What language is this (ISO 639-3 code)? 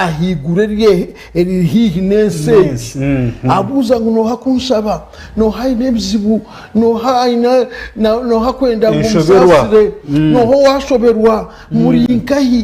nyn